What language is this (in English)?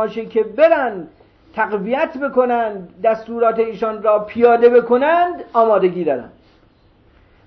Persian